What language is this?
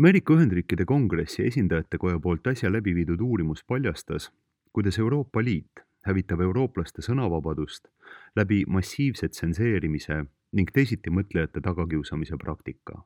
Estonian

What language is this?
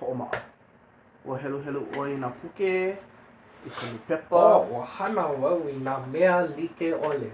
Hawaiian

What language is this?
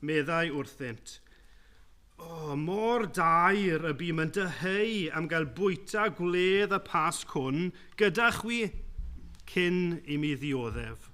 Welsh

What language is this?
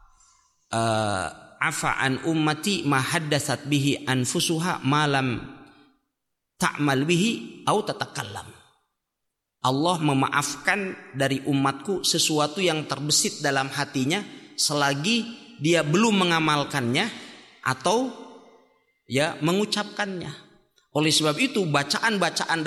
Indonesian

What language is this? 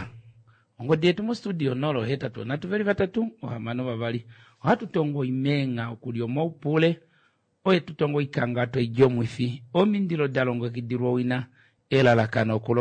Kuanyama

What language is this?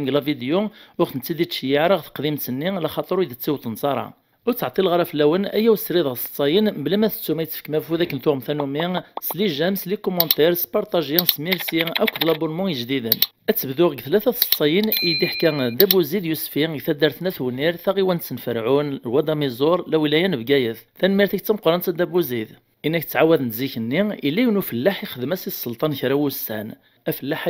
Kabyle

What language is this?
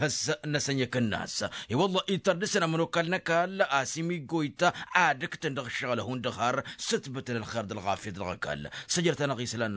Tamasheq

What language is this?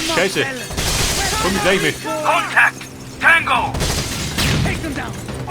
Bavarian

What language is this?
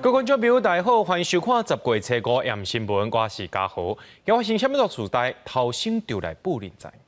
Min Nan Chinese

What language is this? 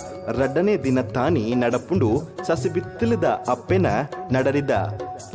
Tulu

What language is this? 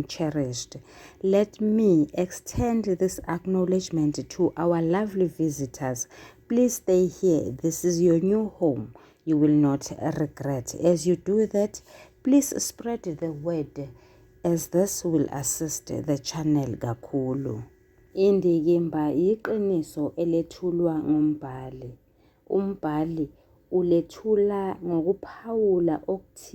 Zulu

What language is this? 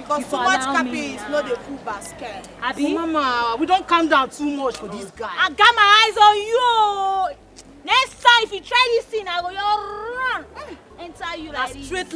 Nigerian Pidgin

